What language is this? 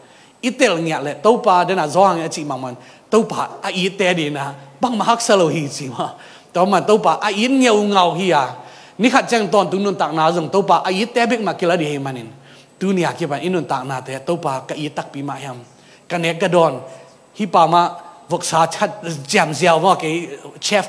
Tedim Chin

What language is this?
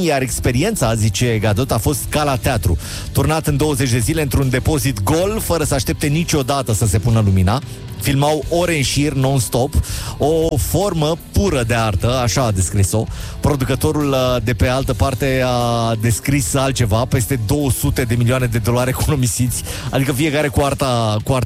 Romanian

